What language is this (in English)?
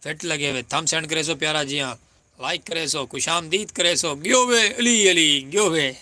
Saraiki